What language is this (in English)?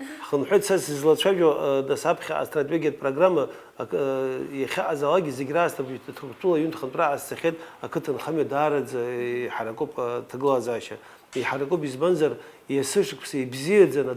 Abkhazian